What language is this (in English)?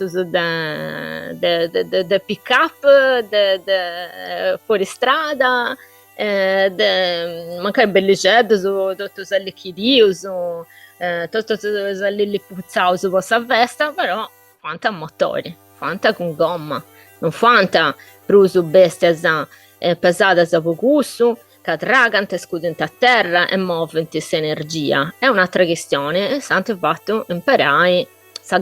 Sardinian